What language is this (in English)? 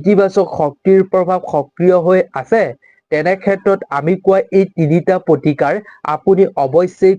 Assamese